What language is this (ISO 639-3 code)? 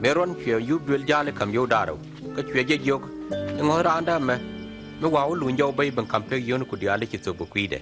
nus